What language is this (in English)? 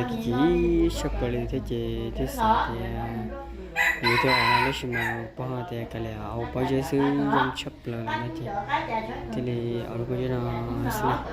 Hmong